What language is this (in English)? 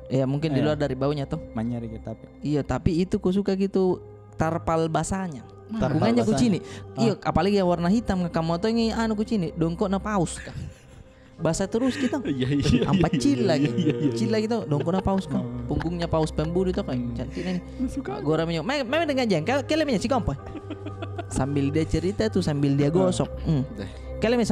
Makassar Malay